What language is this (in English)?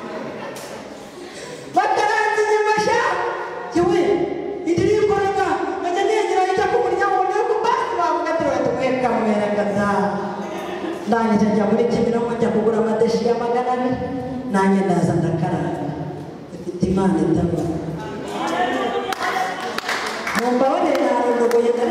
Kinyarwanda